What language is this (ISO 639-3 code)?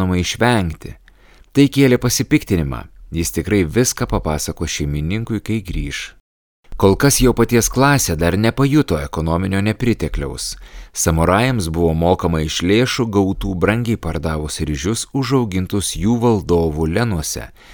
lit